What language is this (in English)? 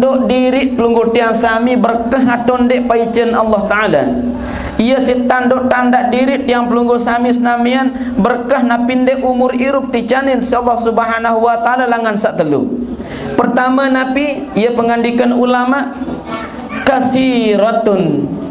Sasak